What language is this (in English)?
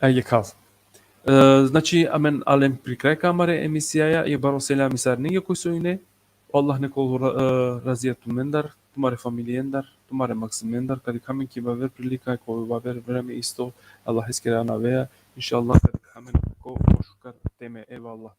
Balkan Romani